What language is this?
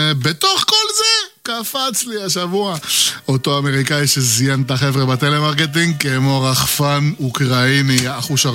Hebrew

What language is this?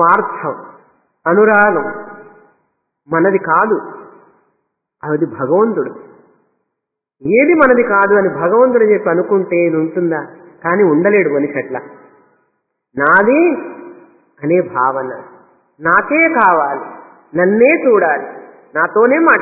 Telugu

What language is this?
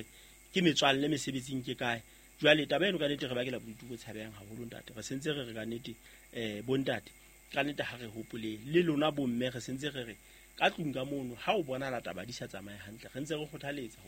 Southern Sotho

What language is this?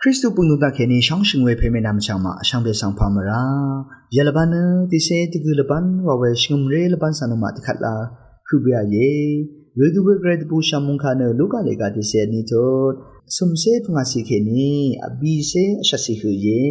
Rawang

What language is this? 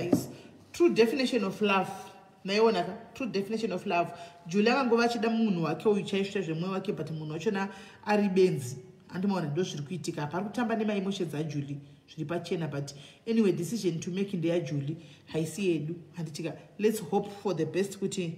Shona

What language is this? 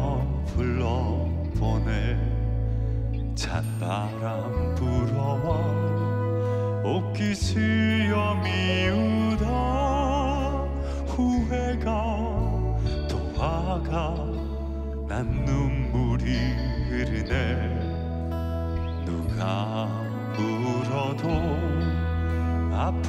Korean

